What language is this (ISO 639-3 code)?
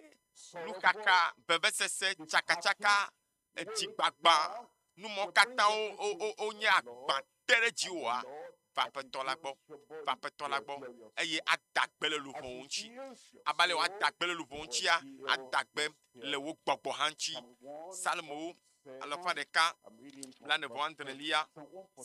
ewe